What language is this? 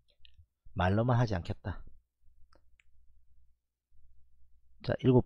Korean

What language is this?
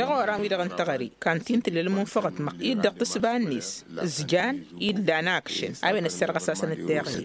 Tamasheq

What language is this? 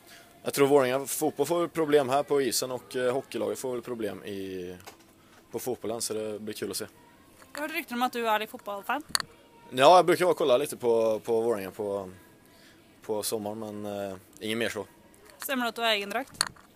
Norwegian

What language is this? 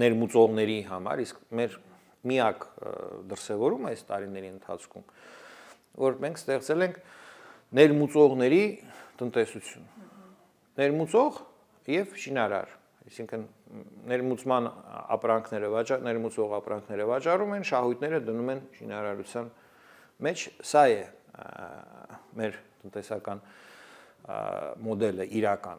Armenian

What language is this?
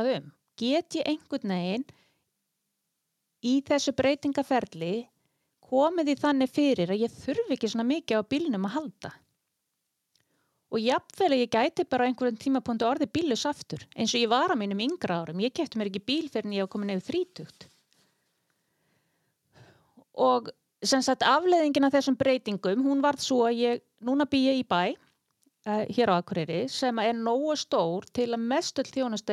Icelandic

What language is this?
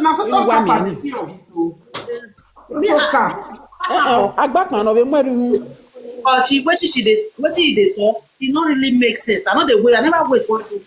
Nigerian Pidgin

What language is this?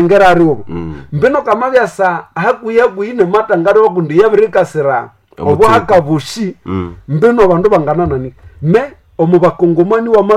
Nande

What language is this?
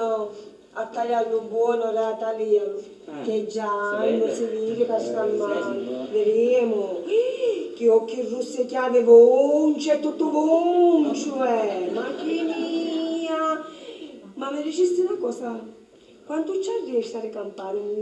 Sicilian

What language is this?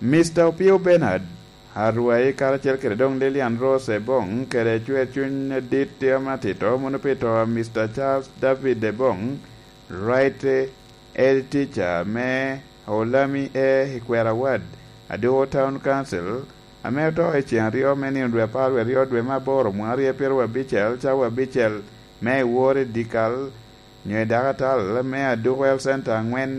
Lango (Uganda)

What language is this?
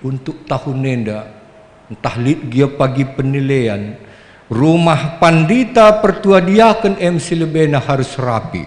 Batak Karo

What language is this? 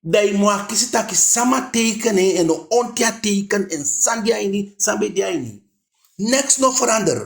Eastern Maroon Creole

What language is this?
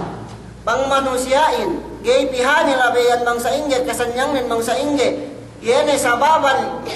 Yakan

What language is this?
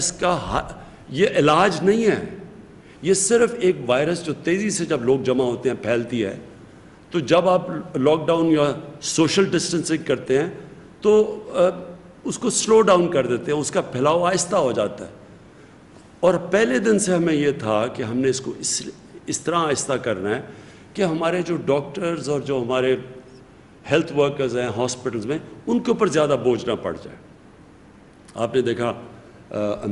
Urdu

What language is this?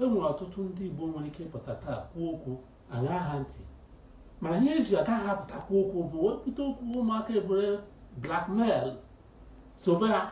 Igbo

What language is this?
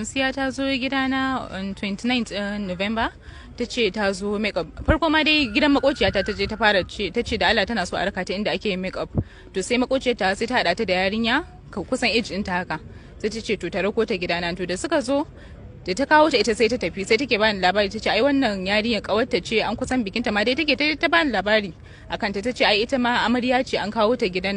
Hausa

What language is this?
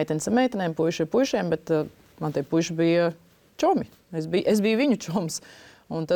Latvian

